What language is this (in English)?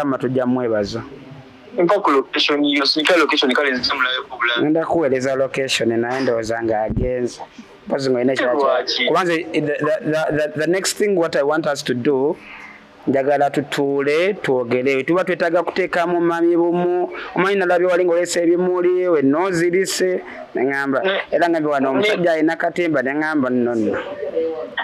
Ganda